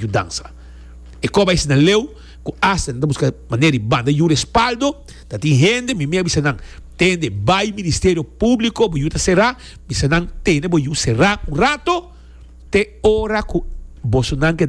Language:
Papiamento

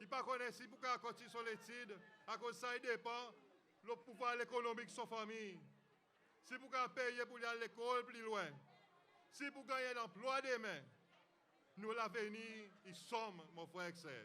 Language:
Seselwa Creole French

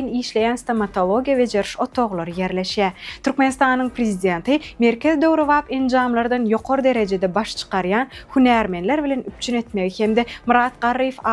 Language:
Turkmen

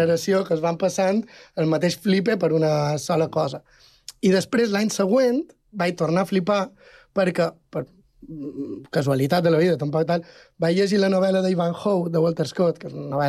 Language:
Catalan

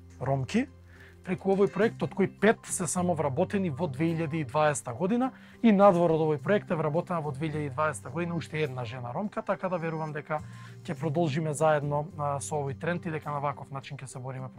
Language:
Macedonian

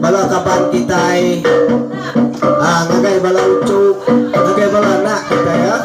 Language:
Iban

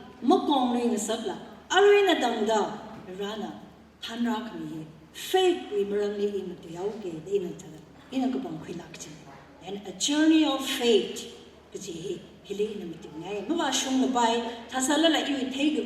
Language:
Tangkhul Naga (India)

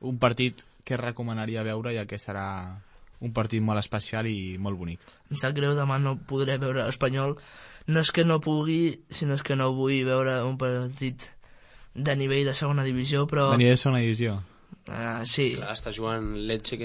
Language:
Catalan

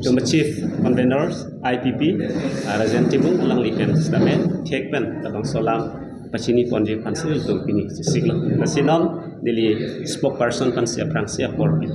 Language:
Karbi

